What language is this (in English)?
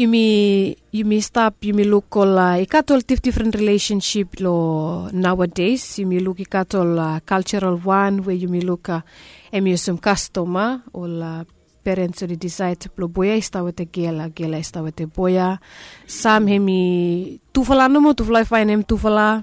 Bislama